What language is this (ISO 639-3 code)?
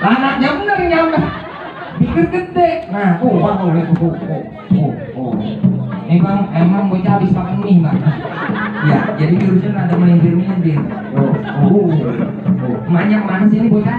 bew